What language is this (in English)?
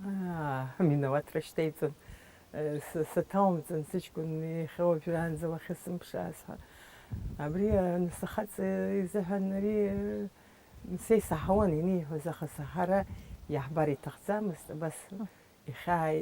Abkhazian